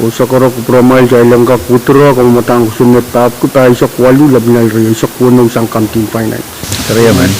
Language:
Pohnpeian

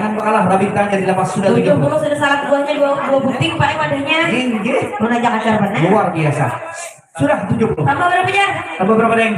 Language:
Banjar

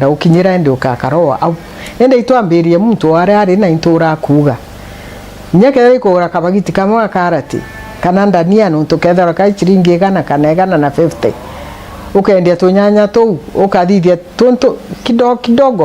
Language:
Meru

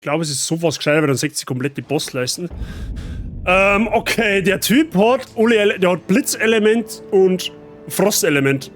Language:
Bavarian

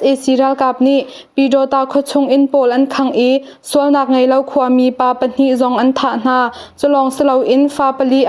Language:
Hakha Chin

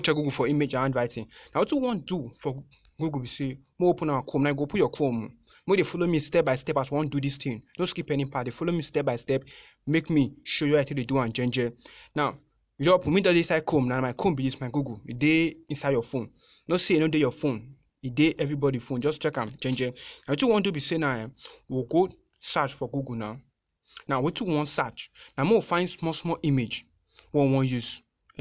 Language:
Nigerian Pidgin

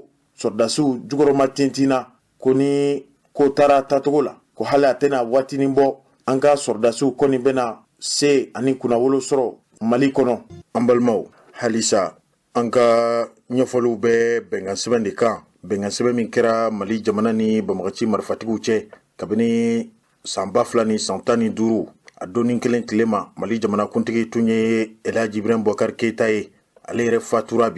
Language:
Bambara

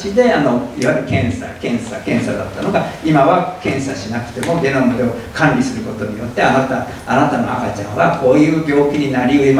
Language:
Japanese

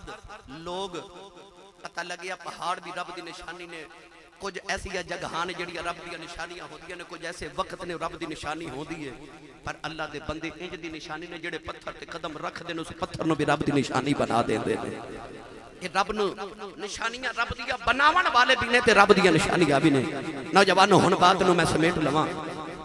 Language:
Western Panjabi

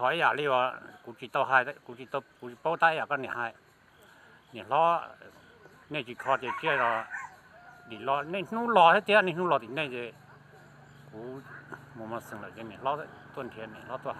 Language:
Hmong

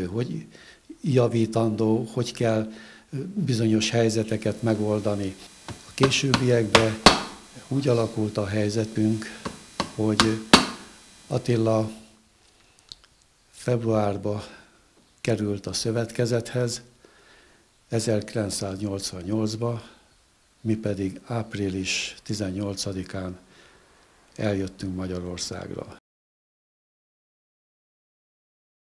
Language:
Hungarian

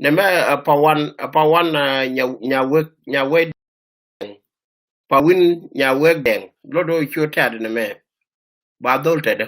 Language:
Nuer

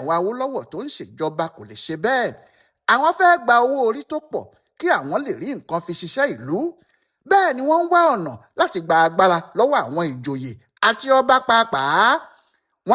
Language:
Yoruba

